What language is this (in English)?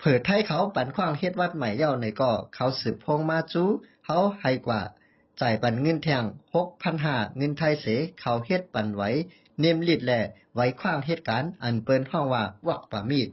Shan